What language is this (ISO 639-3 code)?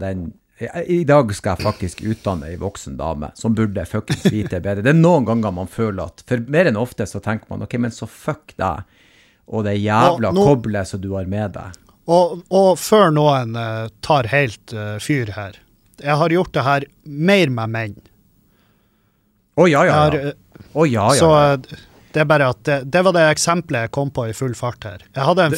nor